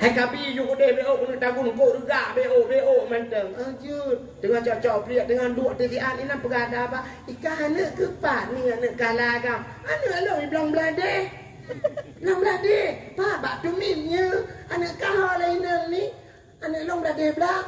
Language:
Achinese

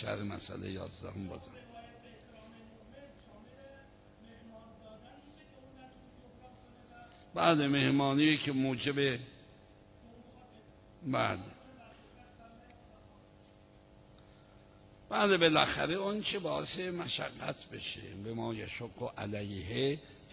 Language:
Persian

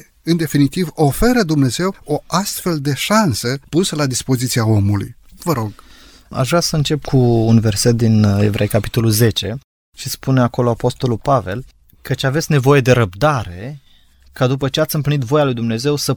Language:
Romanian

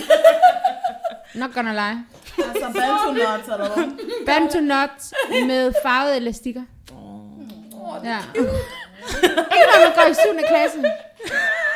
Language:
Danish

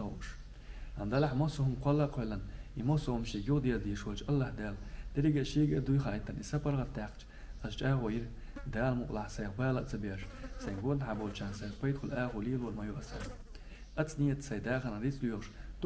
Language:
Chechen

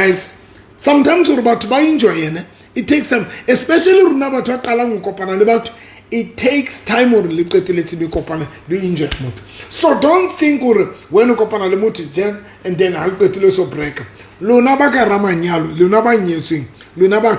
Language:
Southern Sotho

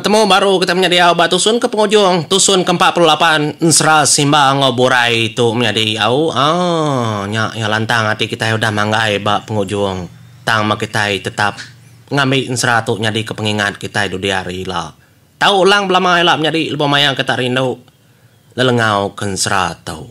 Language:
Iban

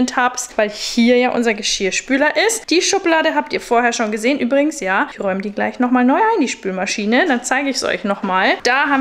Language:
German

